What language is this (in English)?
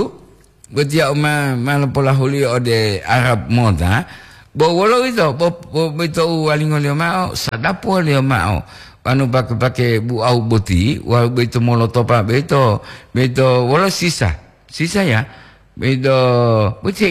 Gorontalo